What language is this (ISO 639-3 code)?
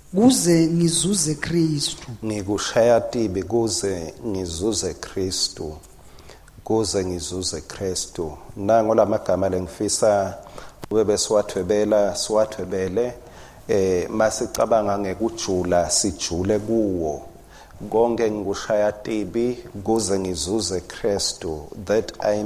ssw